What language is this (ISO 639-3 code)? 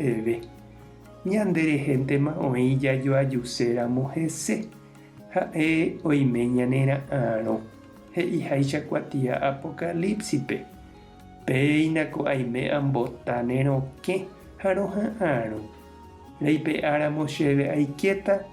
grn